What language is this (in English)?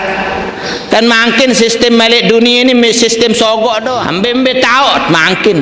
Sasak